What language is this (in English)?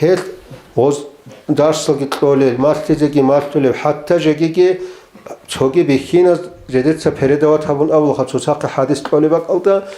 Avaric